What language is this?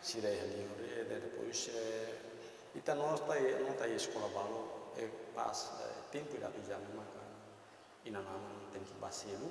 Tetum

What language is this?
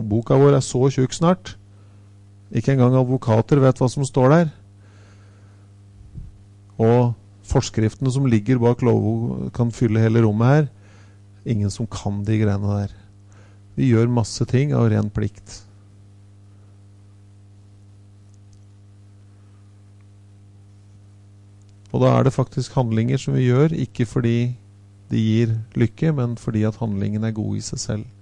Norwegian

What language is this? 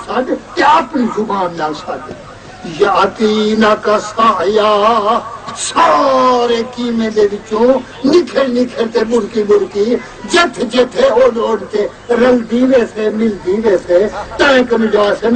Saraiki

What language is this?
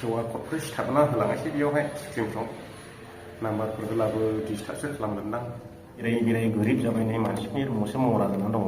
Bodo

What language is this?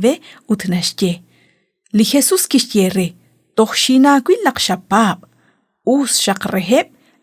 Kekchí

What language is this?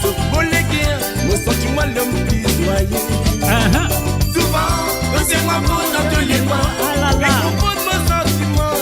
Morisyen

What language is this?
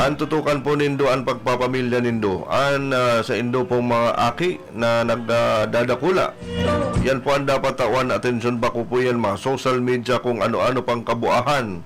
Bikol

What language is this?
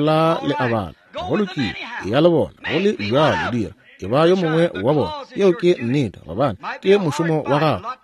Northern Sotho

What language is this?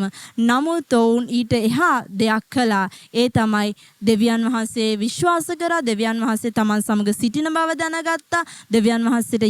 Sinhala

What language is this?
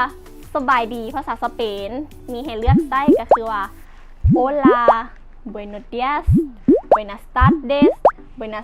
Lao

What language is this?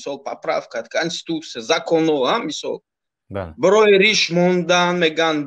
Tajik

